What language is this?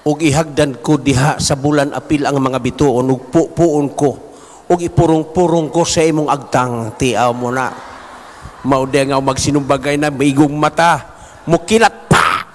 Cebuano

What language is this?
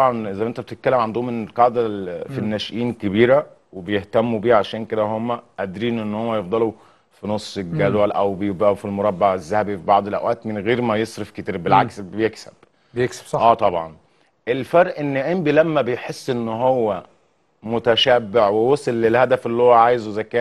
Egyptian Arabic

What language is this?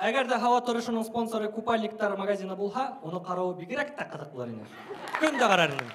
Bashkir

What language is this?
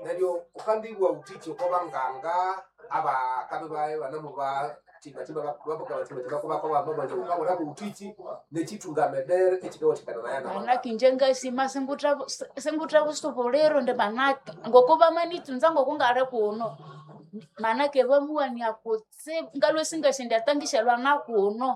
Nande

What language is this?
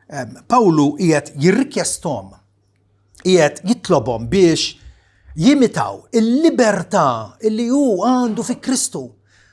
Maltese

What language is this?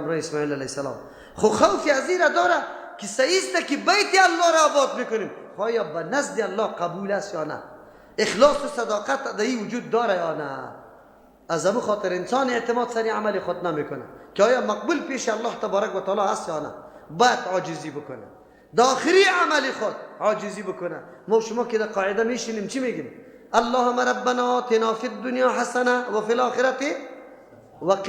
Persian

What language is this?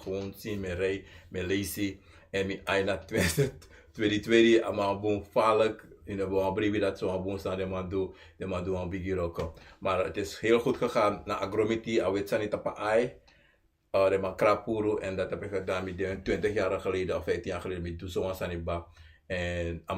Sranan Tongo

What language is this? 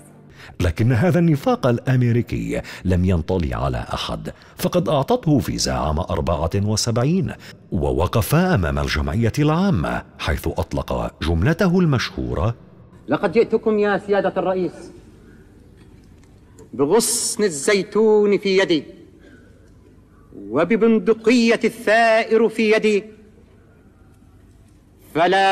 Arabic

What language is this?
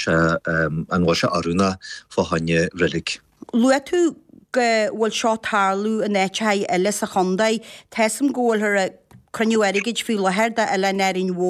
Irish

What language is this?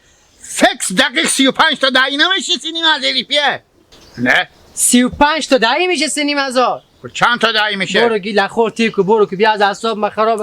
Hazaragi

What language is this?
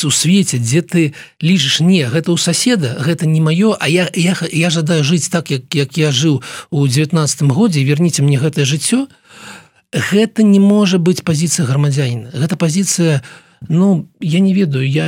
Belarusian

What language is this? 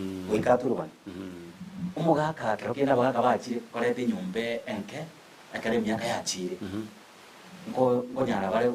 Gusii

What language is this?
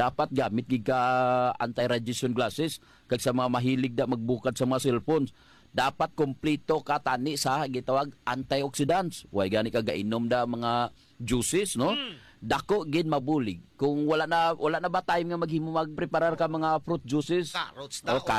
Hiligaynon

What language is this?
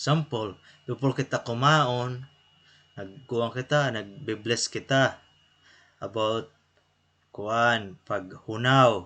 Waray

